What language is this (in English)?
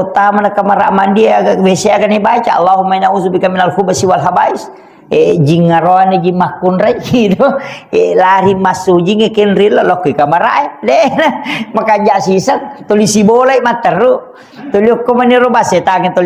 Buginese